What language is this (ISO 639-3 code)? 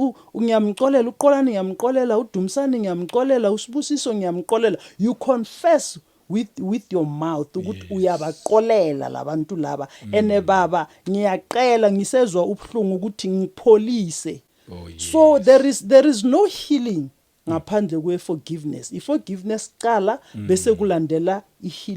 zul